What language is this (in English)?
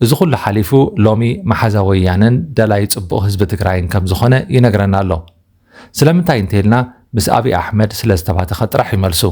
Tigrinya